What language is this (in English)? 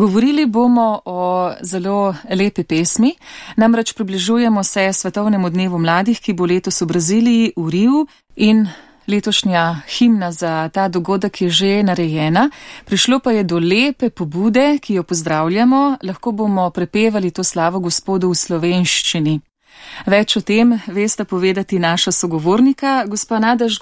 Slovenian